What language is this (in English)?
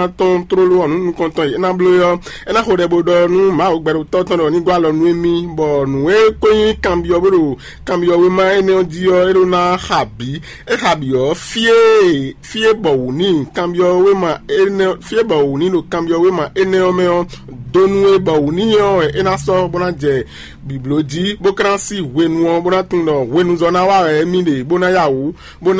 Fon